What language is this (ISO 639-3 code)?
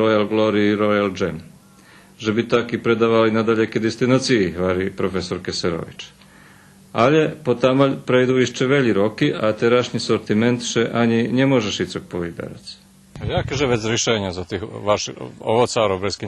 rue